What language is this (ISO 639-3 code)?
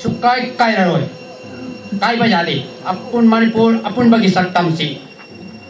hmr